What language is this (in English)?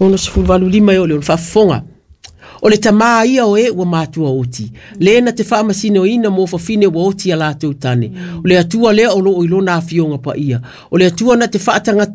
Samoan